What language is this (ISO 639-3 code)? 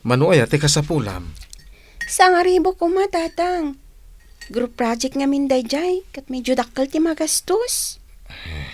ilo